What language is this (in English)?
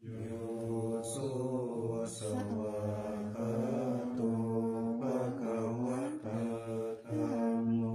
Pali